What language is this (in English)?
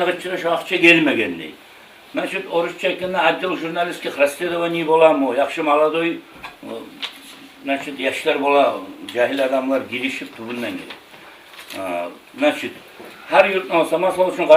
Kumyk